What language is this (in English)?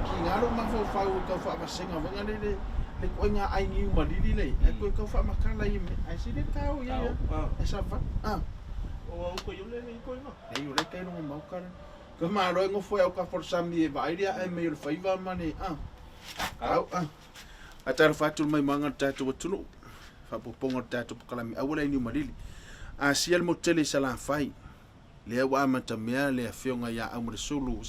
Samoan